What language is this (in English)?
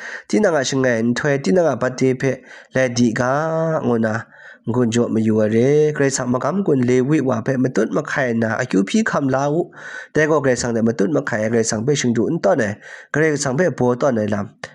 Kachin